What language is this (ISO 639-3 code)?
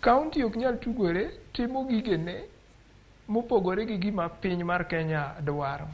luo